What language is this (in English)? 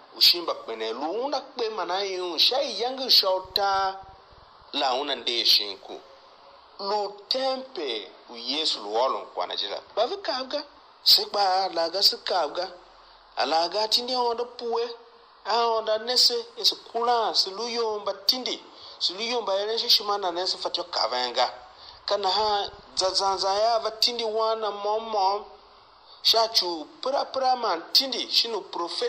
Tiv